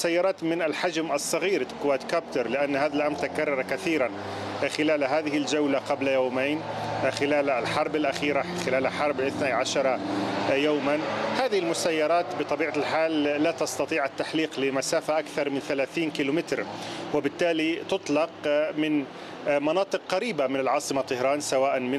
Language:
Arabic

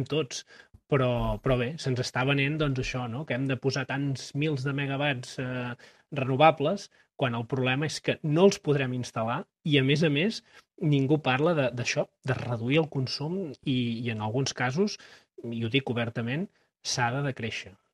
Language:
Catalan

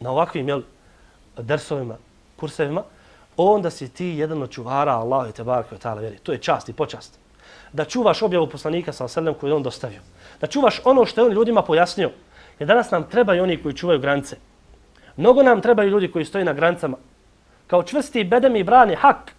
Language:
Bosnian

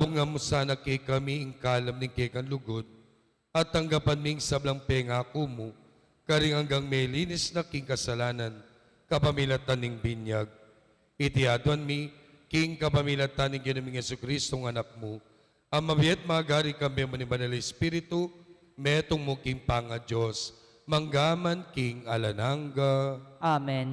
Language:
Pampanga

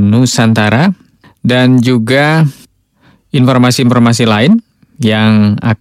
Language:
Indonesian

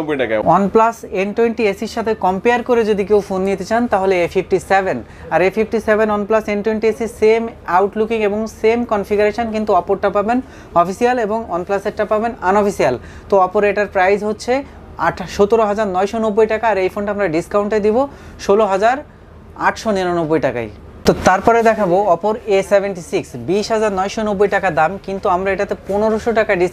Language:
Bangla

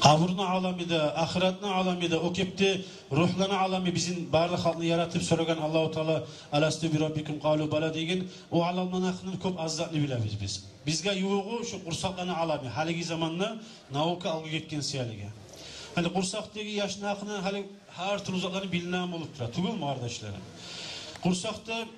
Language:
Kumyk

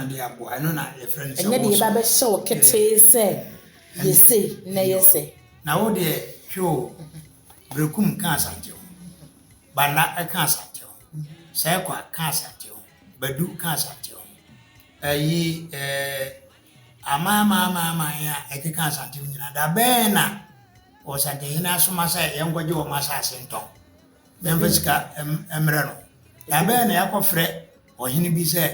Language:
Akan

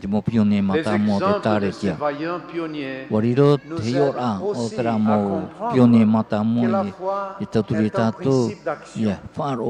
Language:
Tahitian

